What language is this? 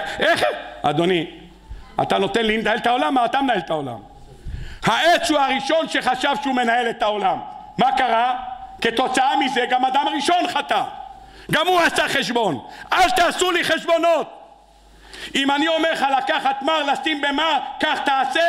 Hebrew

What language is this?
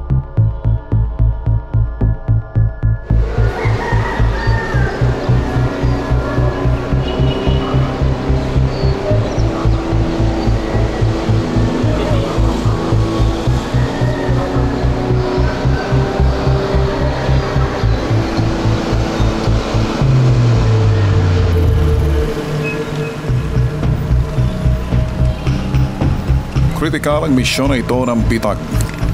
Filipino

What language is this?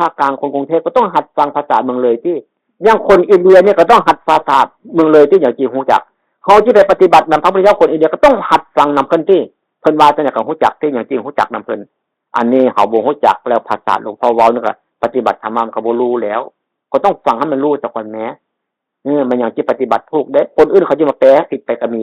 Northeastern Thai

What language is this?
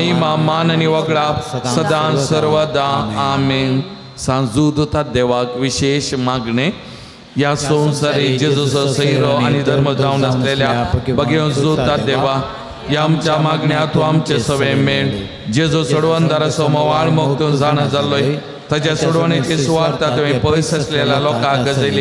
Konkani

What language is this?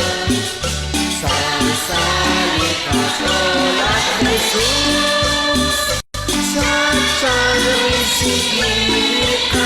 Kekchí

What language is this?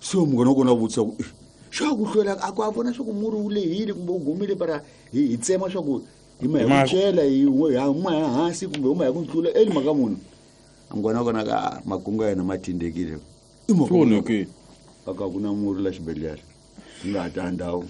Tsonga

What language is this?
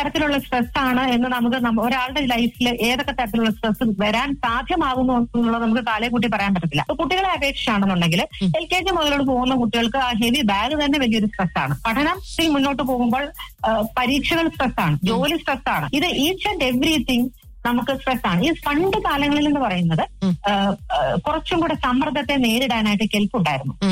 Malayalam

